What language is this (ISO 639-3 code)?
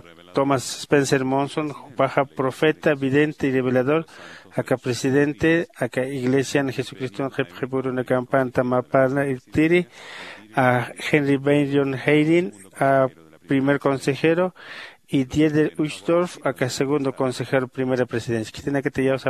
aym